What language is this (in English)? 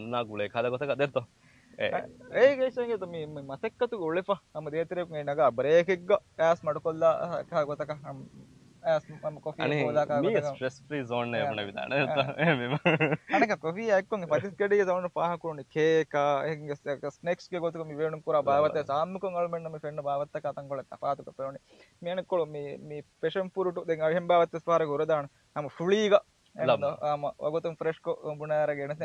Divehi